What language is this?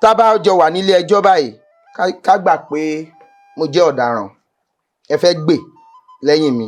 Yoruba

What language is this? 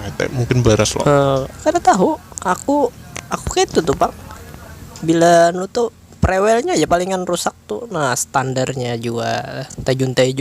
Banjar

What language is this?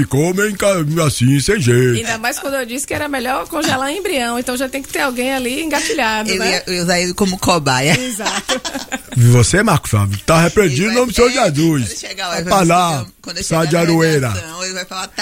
Portuguese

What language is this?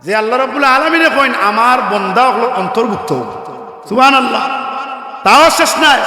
Sylheti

